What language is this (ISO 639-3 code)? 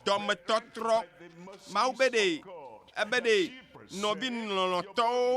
ewe